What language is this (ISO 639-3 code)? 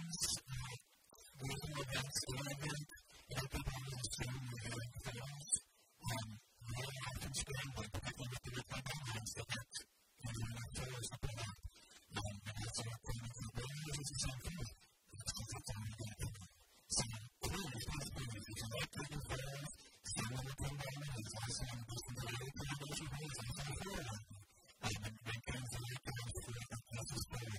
eng